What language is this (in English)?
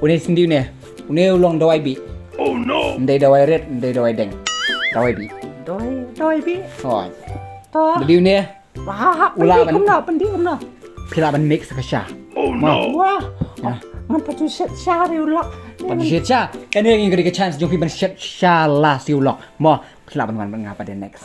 Khasi